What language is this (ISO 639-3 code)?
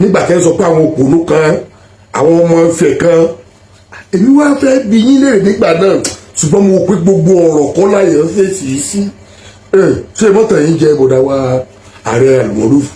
yor